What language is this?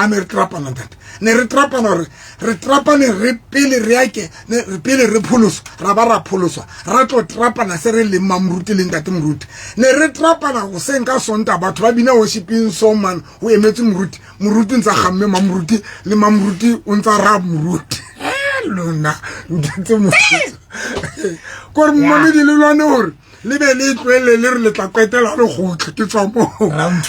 Southern Sotho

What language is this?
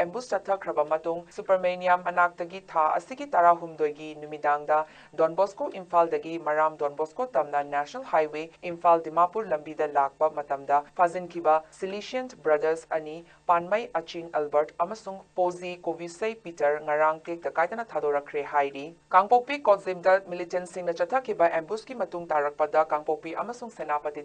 Manipuri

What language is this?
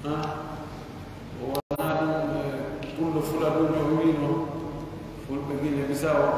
Pular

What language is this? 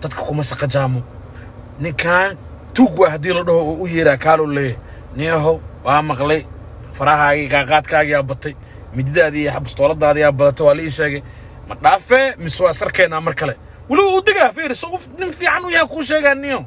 Somali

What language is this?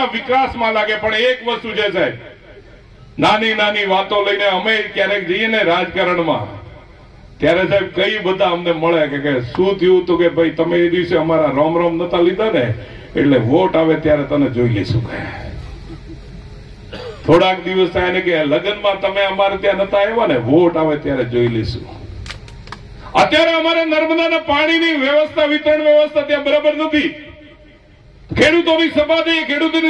Gujarati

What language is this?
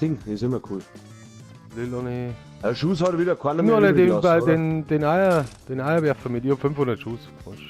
Bavarian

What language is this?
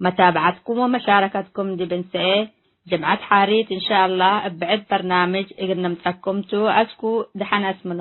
Tigre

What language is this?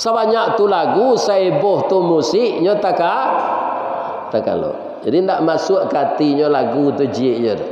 Minangkabau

